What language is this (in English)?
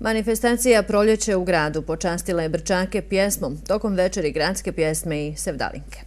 Bosnian